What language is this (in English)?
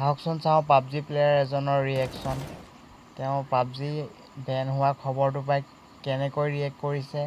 Assamese